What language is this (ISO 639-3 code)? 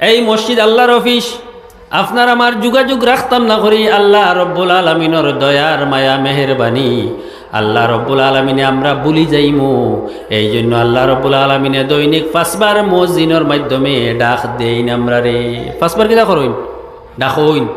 syl